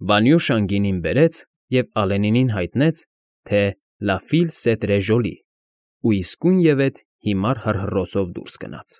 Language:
Armenian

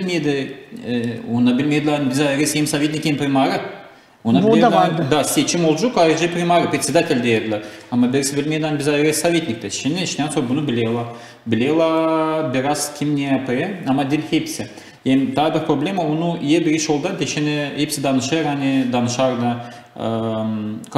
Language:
Gagauz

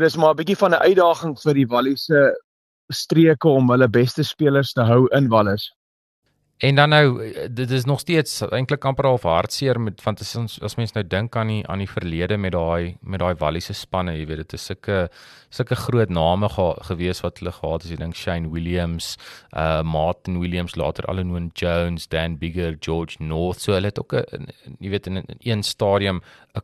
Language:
Afrikaans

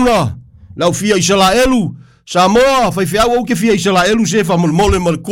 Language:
Samoan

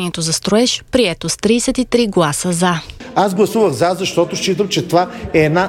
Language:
Bulgarian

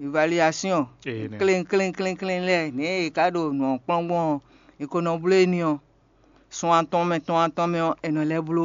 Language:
Fon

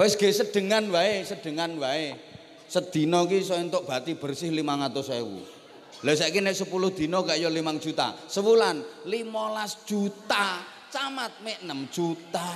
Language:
Javanese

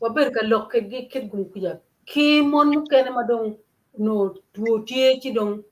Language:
Acoli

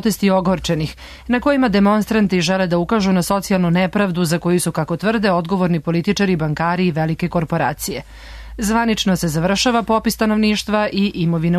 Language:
Serbian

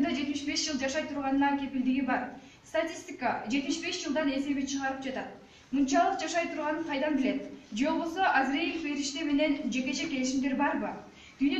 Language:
Kyrgyz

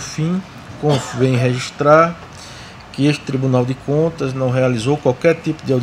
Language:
Portuguese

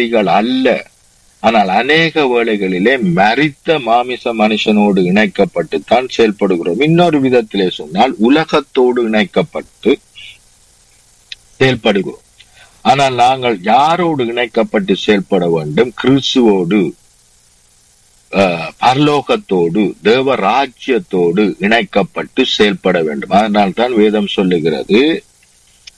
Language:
Tamil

